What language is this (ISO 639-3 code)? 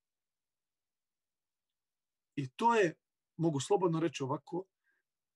bos